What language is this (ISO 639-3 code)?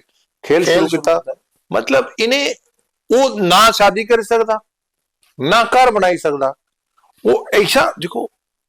doi